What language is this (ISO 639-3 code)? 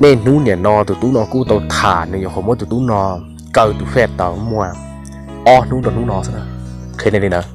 hmn